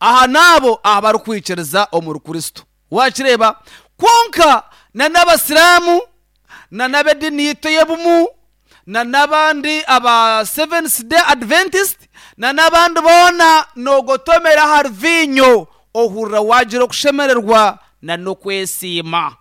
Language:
Nyankole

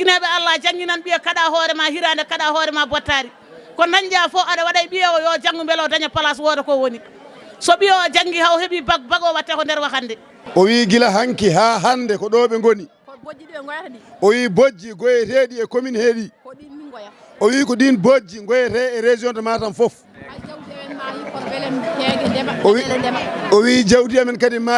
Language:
Fula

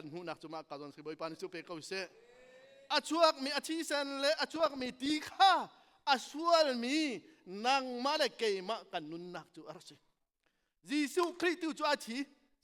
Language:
Hakha Chin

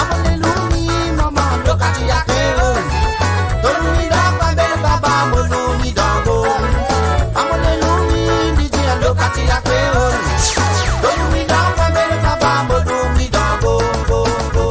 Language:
Morisyen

